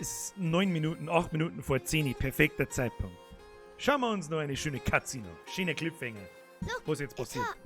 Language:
Bavarian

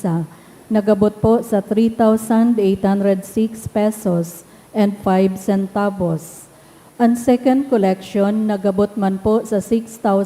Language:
Bikol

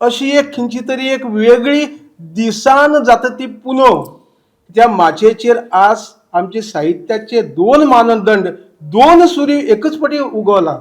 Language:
Konkani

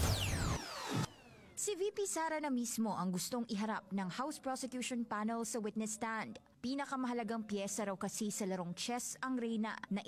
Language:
Filipino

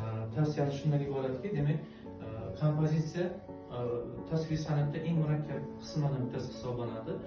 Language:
Uzbek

